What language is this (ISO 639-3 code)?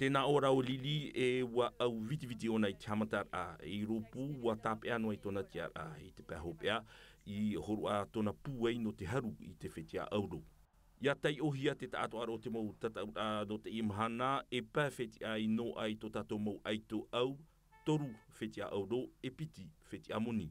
tah